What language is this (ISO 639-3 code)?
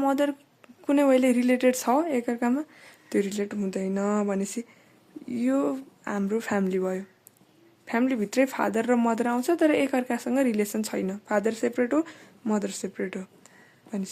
nep